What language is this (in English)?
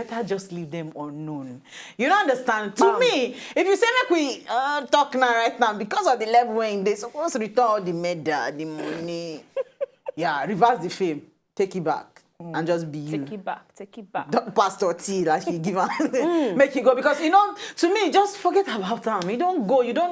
Nigerian Pidgin